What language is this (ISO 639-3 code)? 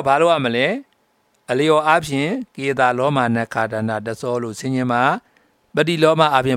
mya